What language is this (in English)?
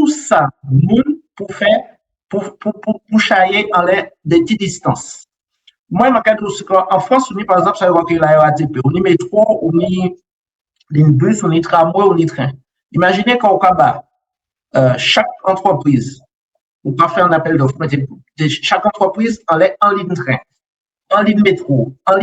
Guadeloupean Creole French